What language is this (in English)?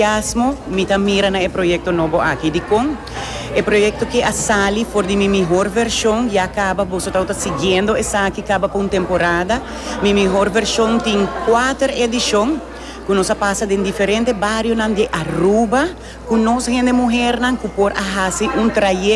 Papiamento